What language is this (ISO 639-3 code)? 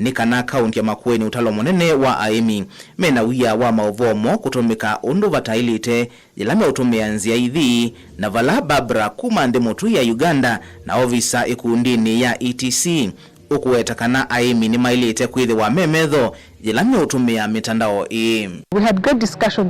kam